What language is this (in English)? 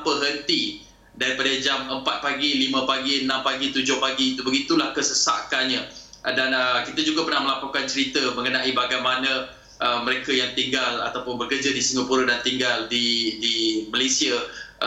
Malay